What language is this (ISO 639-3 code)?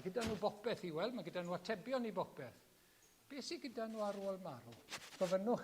cym